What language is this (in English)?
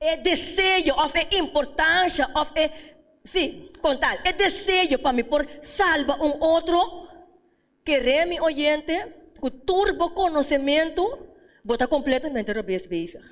Papiamento